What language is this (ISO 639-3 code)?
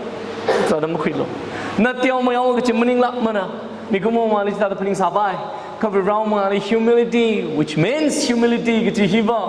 nmf